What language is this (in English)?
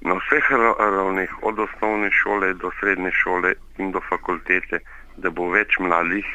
Slovenian